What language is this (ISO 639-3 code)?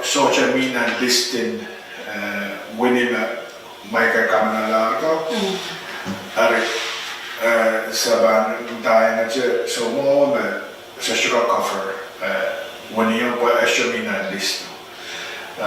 pon